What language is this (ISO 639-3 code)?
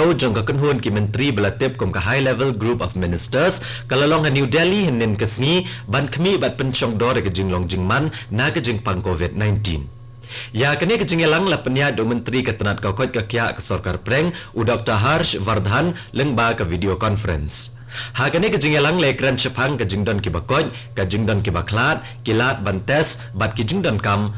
kha